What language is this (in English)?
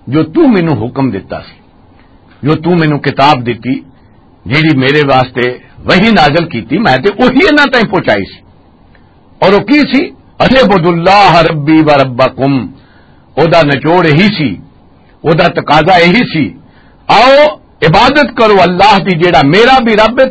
Western Panjabi